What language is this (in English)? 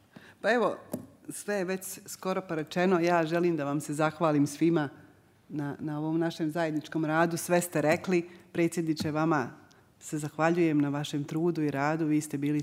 Bosnian